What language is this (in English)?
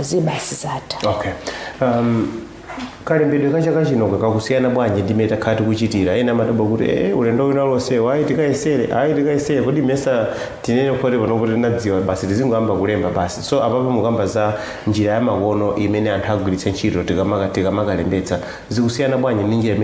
Nyanja